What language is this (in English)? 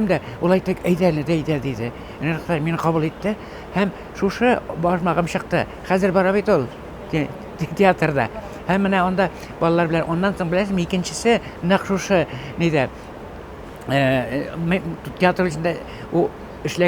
Tatar